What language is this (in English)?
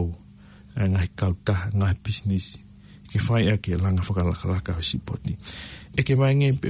Tongan